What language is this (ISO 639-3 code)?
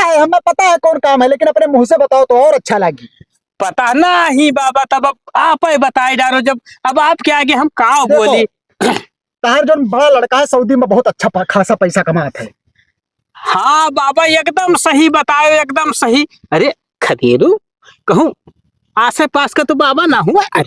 awa